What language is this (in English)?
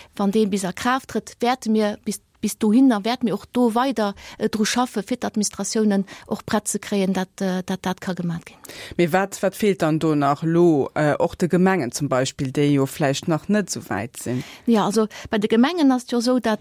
Luxembourgish